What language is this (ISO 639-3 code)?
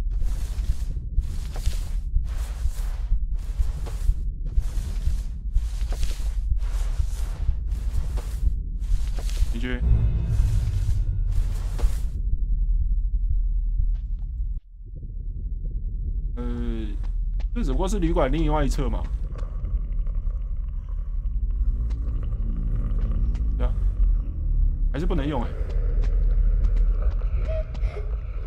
zho